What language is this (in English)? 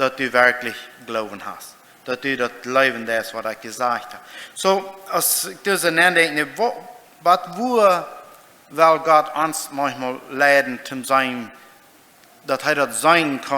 Plautdietsch